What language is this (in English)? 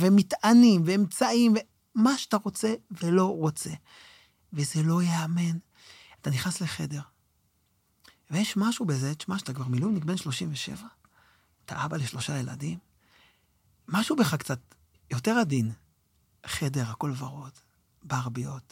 Hebrew